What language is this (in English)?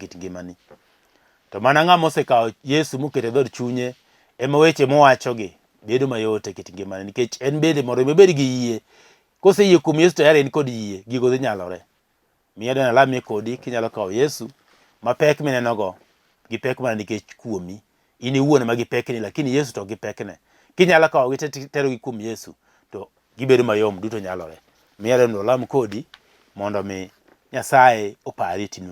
Luo (Kenya and Tanzania)